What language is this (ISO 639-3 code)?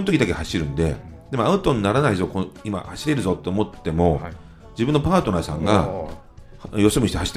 jpn